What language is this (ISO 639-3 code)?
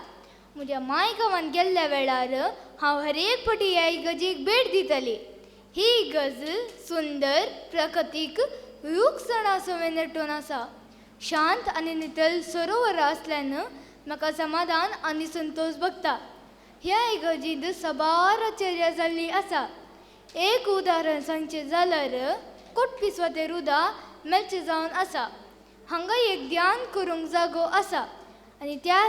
kok